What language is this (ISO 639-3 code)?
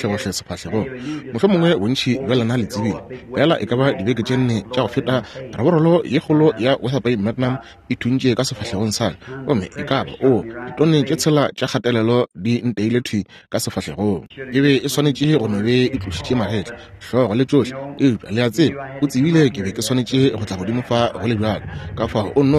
nso